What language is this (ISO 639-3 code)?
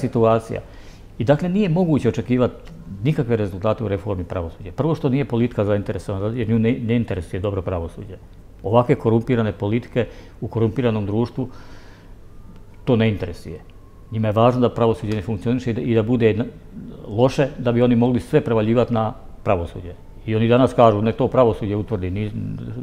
bos